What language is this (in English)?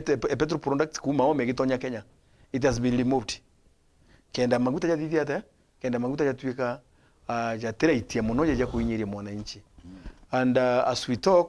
Meru